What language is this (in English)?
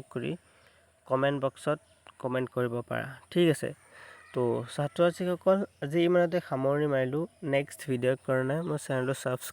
Assamese